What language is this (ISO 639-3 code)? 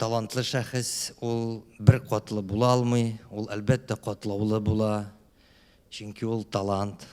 tat